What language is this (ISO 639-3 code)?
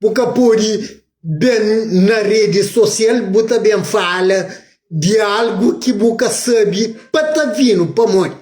kea